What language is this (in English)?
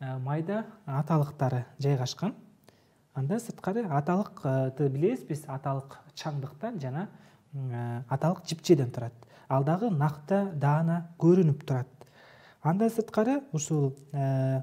Kyrgyz